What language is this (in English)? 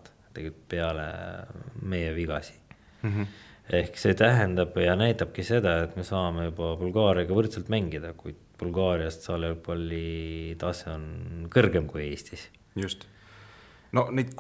Estonian